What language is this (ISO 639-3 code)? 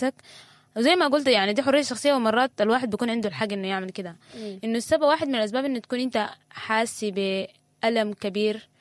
apd